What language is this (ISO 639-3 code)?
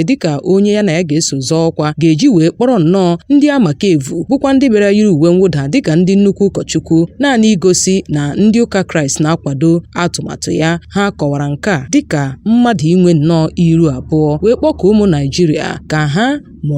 ibo